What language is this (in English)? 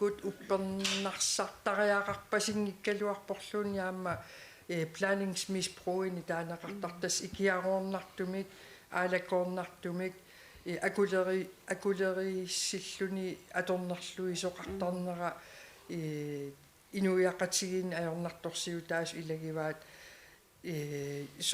Kalaallisut